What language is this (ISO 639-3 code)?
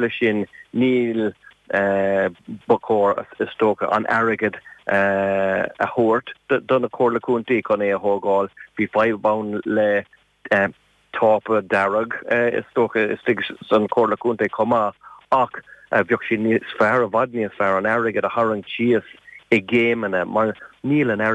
gle